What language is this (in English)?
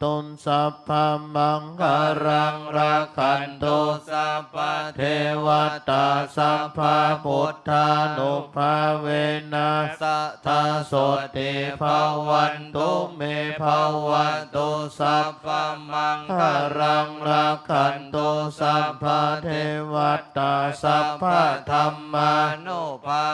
Pali